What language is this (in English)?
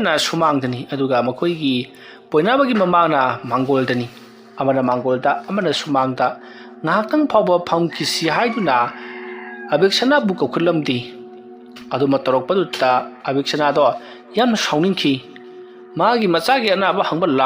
Manipuri